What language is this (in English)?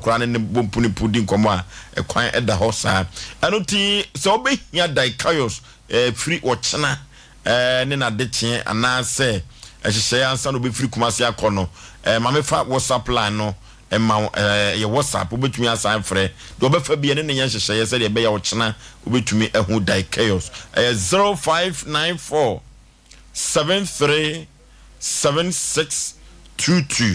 Akan